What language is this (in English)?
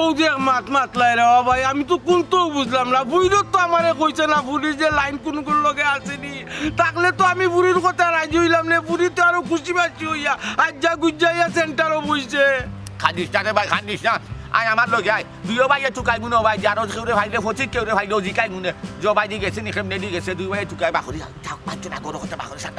Sylheti